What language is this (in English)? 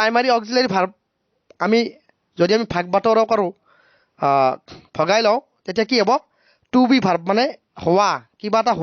Assamese